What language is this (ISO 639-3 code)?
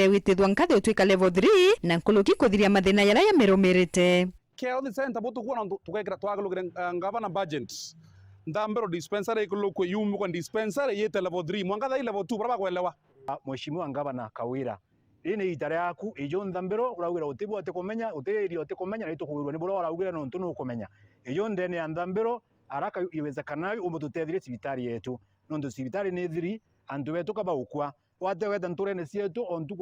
mer